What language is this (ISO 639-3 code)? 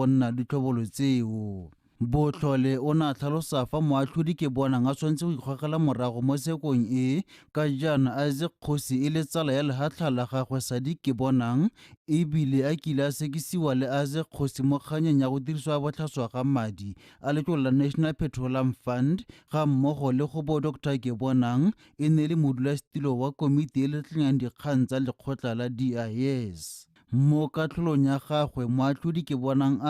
tsn